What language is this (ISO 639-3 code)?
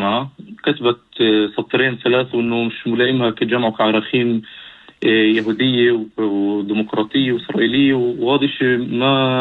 apc